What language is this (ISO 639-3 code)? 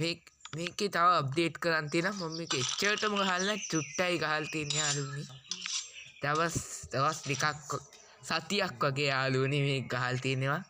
sin